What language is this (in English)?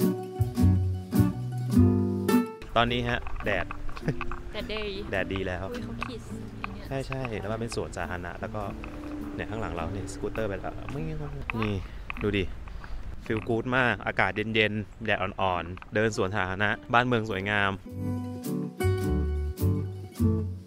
Thai